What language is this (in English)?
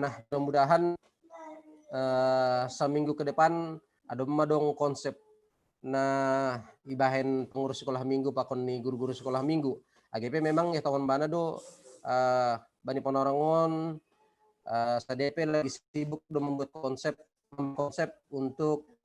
Batak Simalungun